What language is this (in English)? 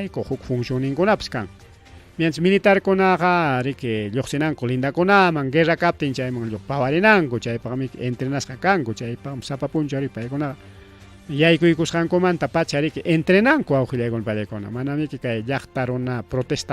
Ayacucho Quechua